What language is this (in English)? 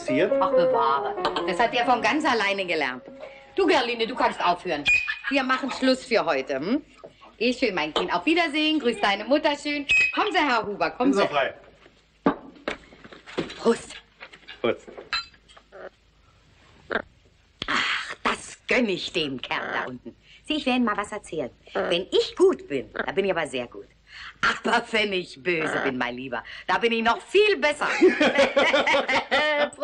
German